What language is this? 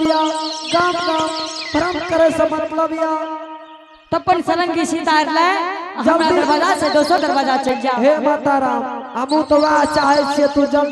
Angika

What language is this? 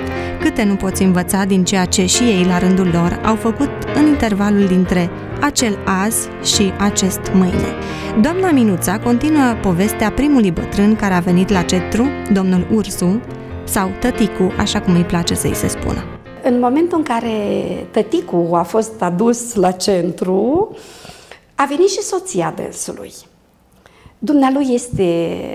Romanian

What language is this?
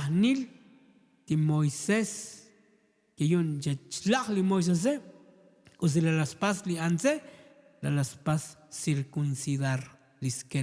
Tzotzil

